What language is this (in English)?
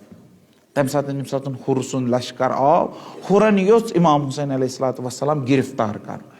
Kashmiri